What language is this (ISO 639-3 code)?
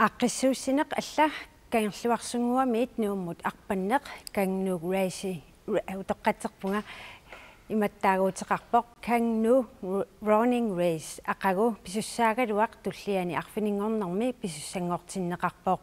kal